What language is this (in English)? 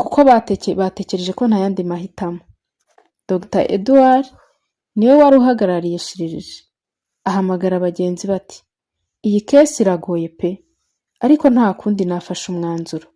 Kinyarwanda